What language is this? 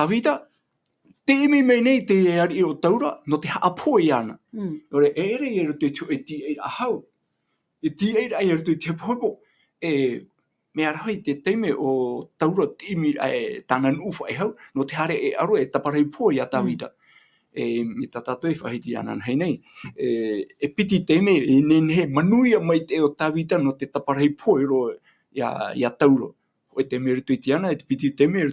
Tahitian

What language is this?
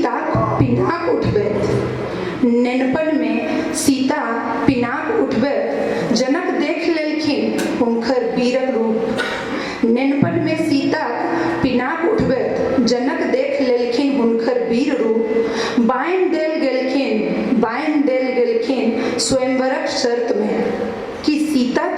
Maithili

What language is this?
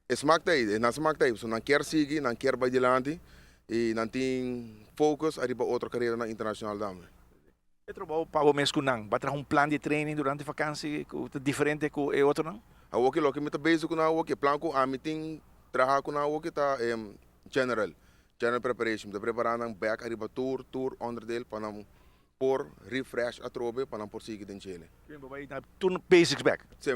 Papiamento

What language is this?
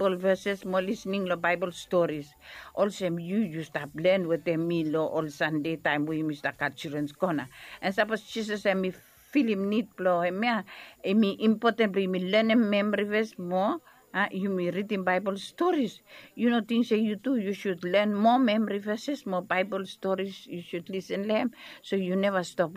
Bislama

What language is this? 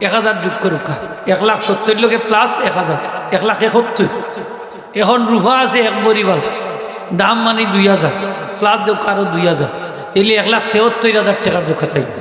Sylheti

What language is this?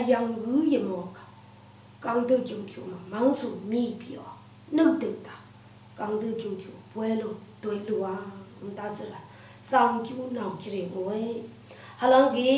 Lashi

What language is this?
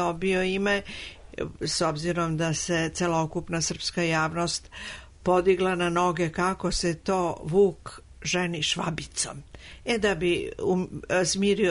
Serbian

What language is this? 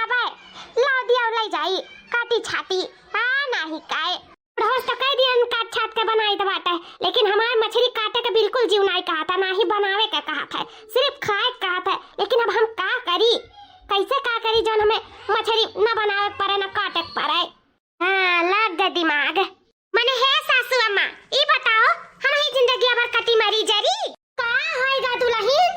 Awadhi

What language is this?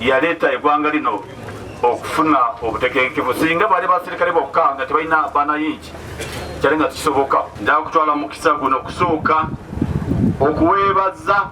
Ganda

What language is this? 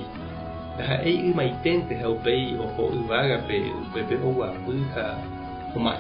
Guarani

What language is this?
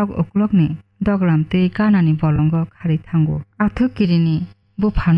Kok Borok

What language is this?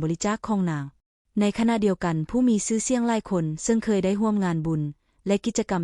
Lao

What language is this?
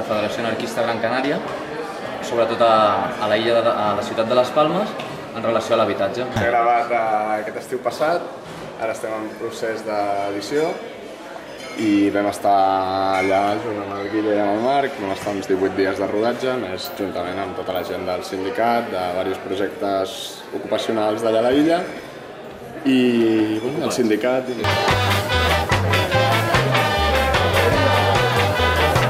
Catalan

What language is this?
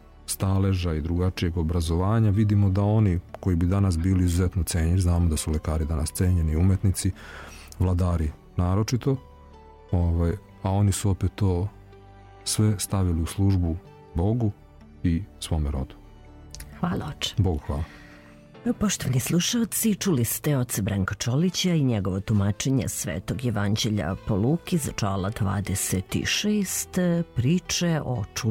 Serbian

